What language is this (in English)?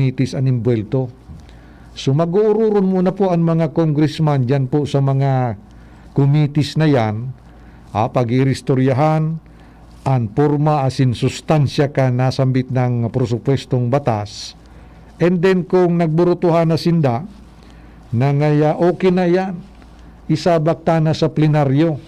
Bikol